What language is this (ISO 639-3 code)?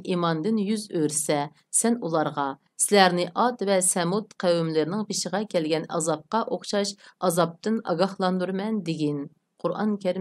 uig